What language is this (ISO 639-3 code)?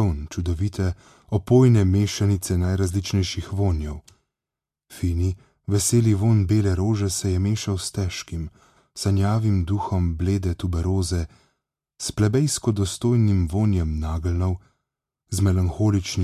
slv